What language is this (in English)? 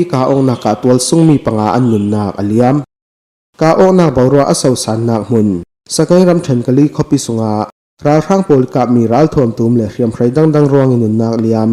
Falam Chin